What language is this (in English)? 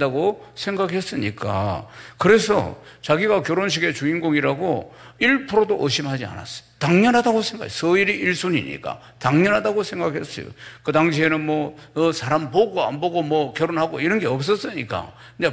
Korean